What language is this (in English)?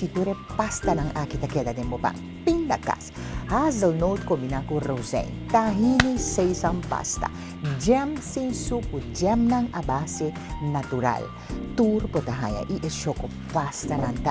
Papiamento